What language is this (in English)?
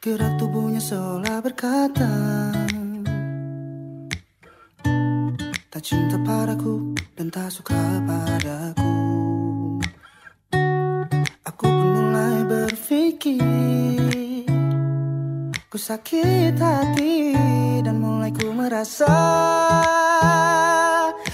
Indonesian